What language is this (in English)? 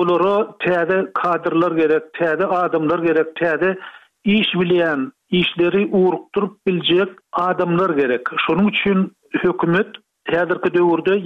Turkmen